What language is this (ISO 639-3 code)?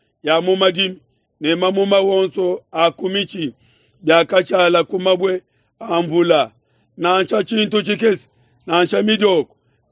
lua